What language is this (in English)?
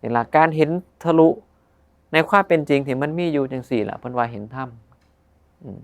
Northeastern Thai